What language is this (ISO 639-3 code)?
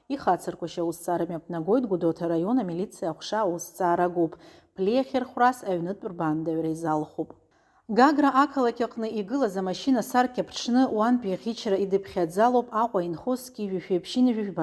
abk